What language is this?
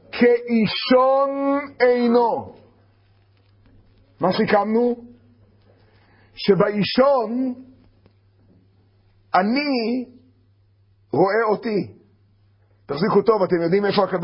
Hebrew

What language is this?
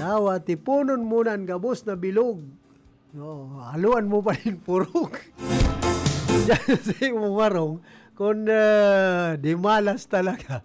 Bikol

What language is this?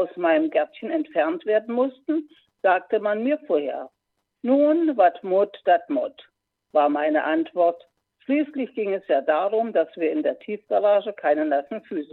German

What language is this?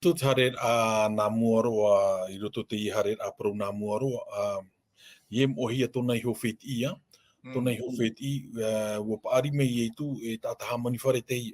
Tahitian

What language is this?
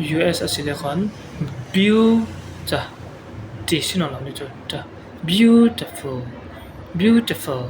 Falam Chin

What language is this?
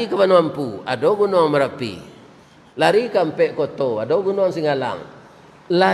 Minangkabau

